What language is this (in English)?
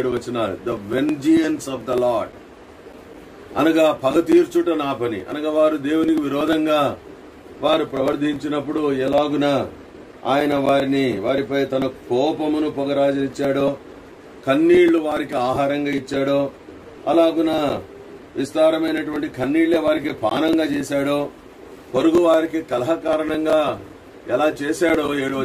Telugu